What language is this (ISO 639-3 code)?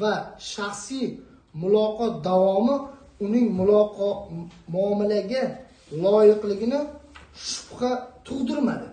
uzb